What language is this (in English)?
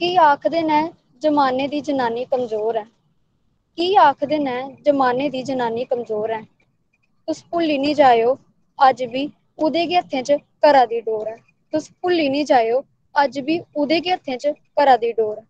Dogri